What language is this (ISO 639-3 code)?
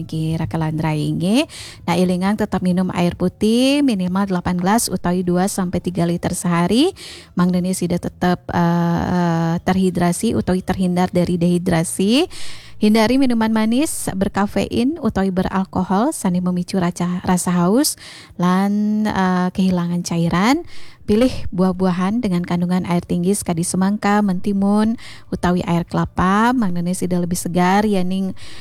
ban